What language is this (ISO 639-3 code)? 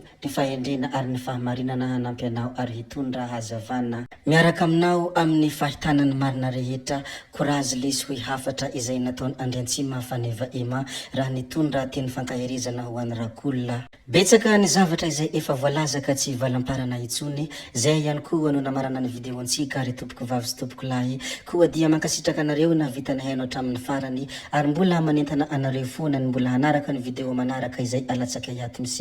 mlg